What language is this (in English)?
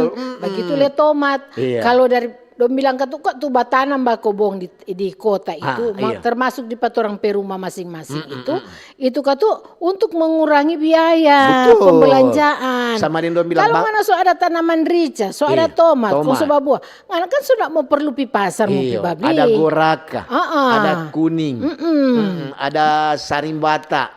Manado Malay